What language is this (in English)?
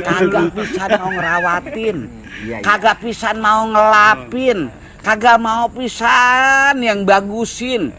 Betawi